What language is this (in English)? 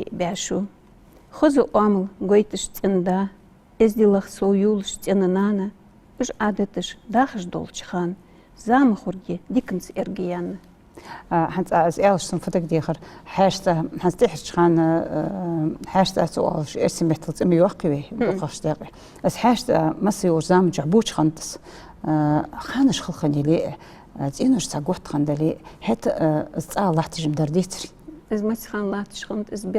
Ingush